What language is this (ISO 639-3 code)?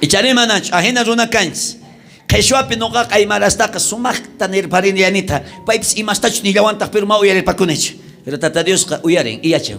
quh